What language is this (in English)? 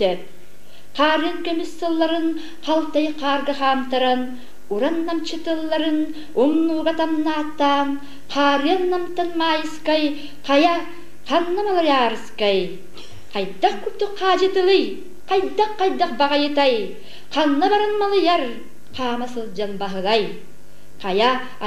Yakut